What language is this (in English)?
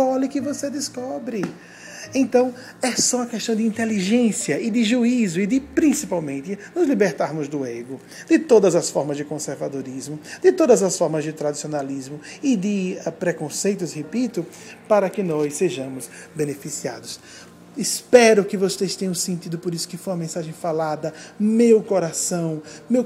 Portuguese